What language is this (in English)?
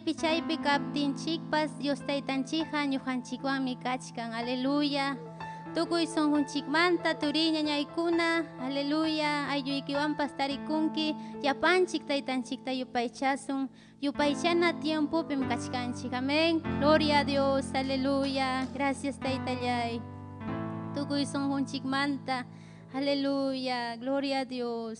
Ayacucho Quechua